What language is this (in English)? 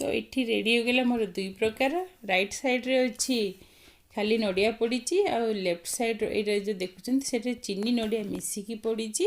Odia